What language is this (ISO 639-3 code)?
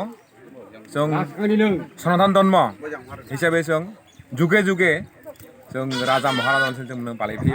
trp